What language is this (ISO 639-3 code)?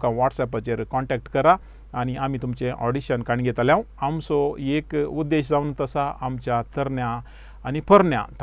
kok